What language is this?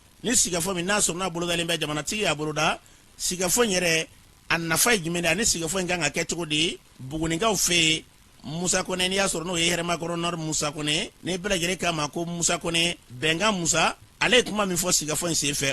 Bambara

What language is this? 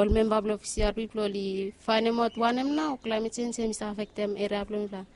Bislama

